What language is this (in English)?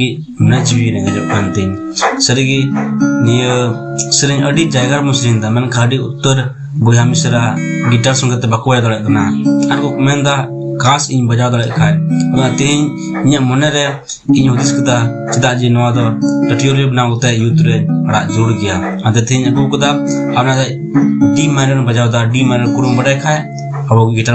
Santali